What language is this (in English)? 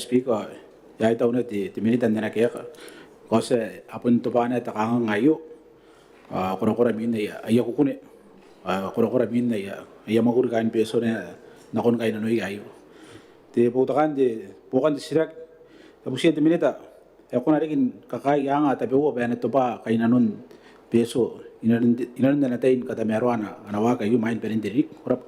Gilbertese